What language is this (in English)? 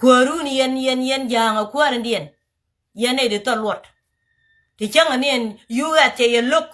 Nuer